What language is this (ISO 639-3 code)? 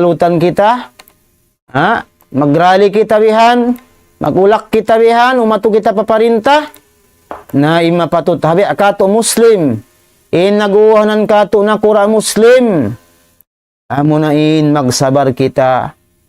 tsg